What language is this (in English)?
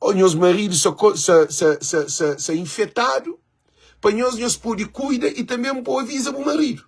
Kabuverdianu